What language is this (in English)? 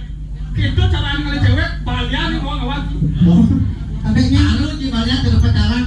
Balinese